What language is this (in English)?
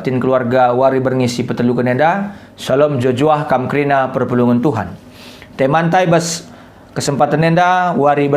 Batak Karo